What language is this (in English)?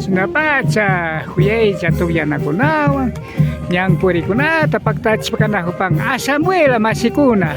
Imbabura Highland Quichua